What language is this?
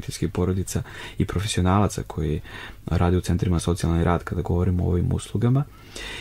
Serbian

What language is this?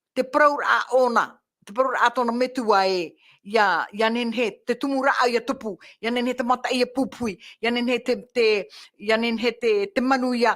Tahitian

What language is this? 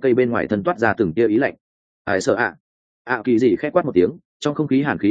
Vietnamese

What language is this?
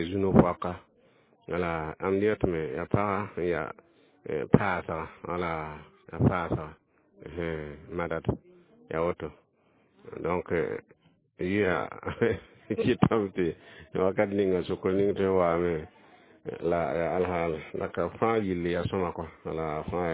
Mossi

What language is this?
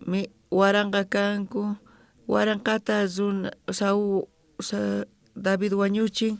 South Bolivian Quechua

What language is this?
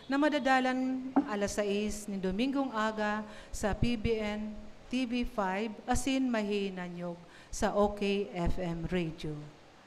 Bikol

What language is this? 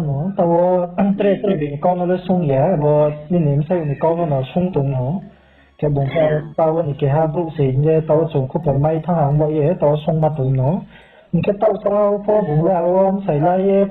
Riang (India)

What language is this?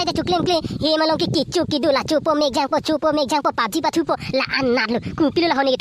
Karbi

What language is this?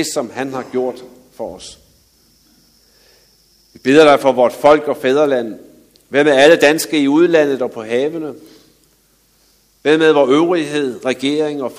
Danish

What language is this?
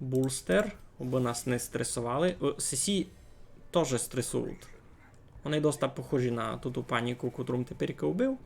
Rusyn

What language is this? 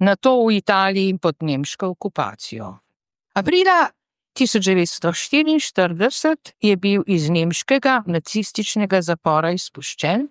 Slovenian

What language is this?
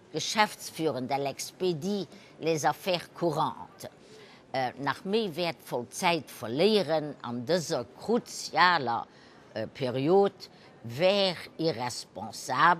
Luxembourgish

